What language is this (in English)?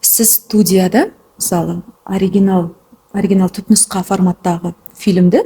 Kazakh